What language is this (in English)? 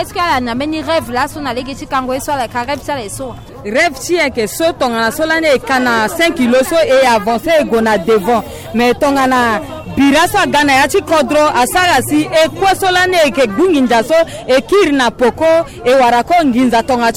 Sango